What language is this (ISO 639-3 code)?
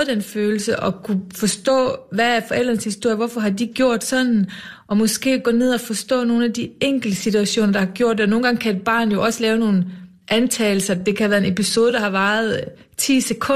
dan